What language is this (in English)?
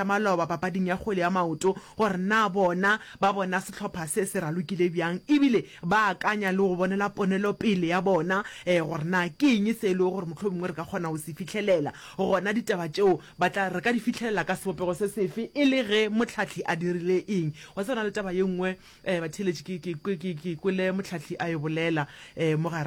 Northern Sotho